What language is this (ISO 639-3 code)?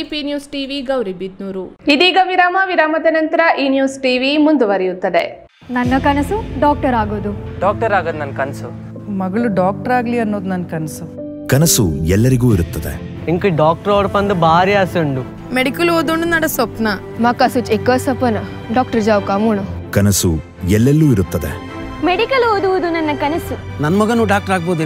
kan